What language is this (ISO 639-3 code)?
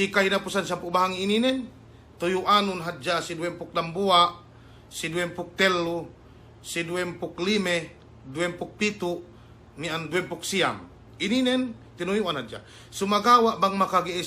yka